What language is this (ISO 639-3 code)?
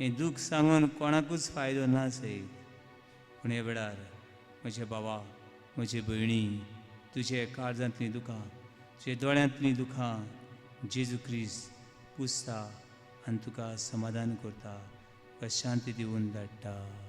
kok